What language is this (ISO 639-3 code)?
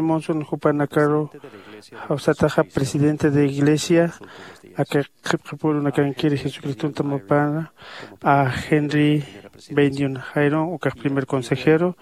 aym